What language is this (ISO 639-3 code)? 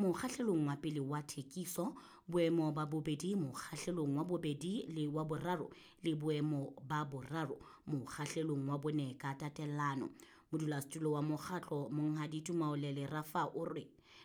sot